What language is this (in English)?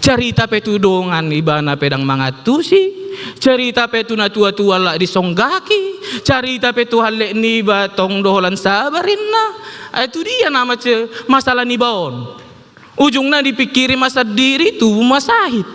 Batak Toba